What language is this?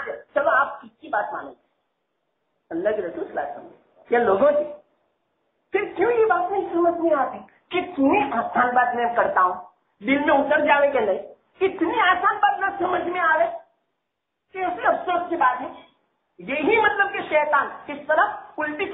Urdu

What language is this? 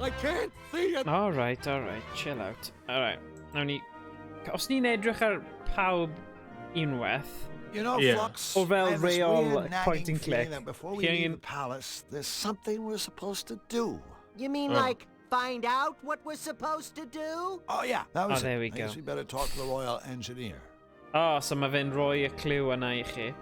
Welsh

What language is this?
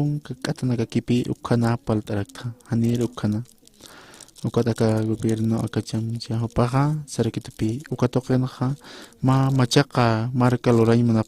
Aymara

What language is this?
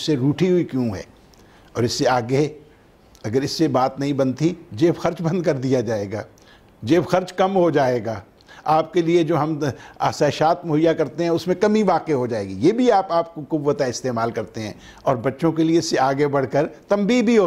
Urdu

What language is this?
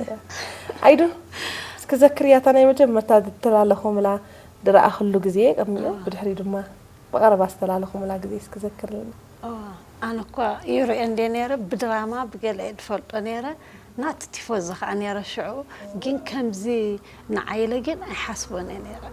Tigrinya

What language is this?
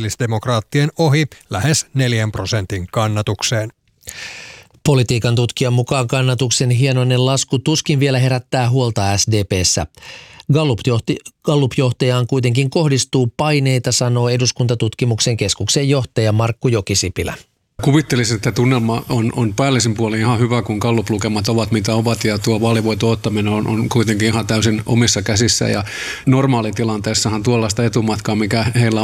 Finnish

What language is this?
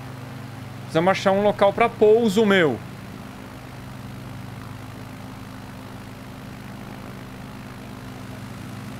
Portuguese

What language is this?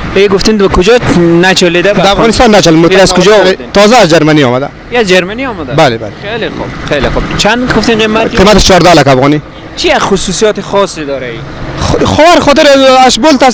Persian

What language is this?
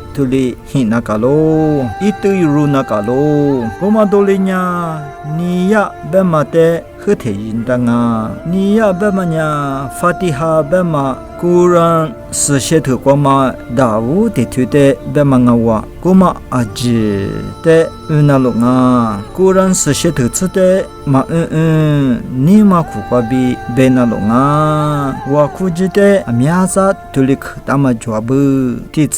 Lisu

